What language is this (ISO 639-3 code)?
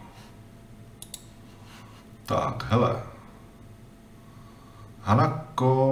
ces